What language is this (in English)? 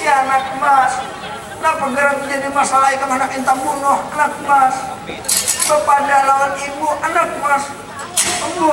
Banjar